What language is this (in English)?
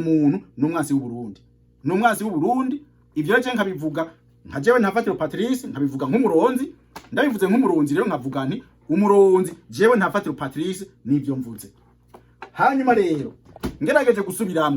Rundi